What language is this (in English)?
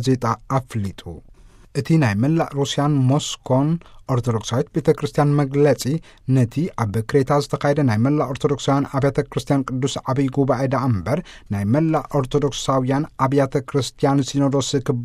Tigrinya